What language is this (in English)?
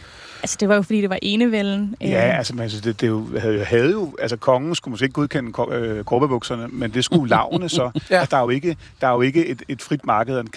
Danish